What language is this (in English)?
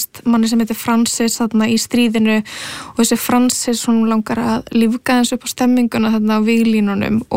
Icelandic